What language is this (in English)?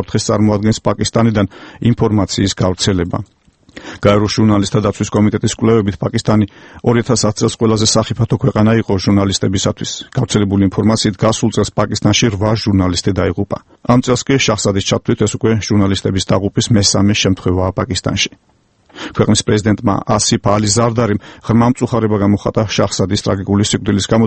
Georgian